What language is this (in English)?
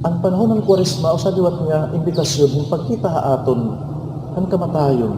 Waray